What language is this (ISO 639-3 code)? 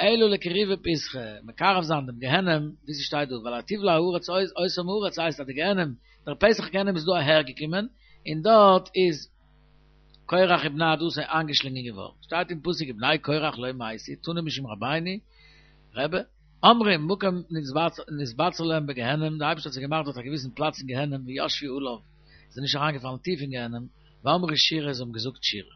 yid